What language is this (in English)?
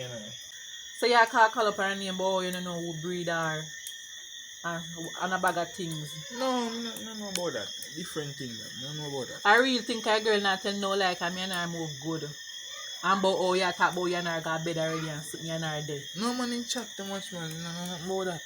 Jamaican Creole English